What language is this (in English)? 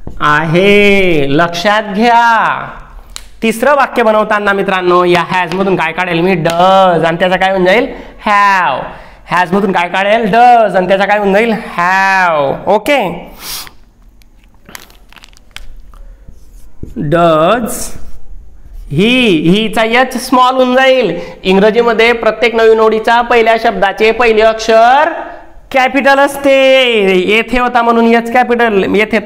Marathi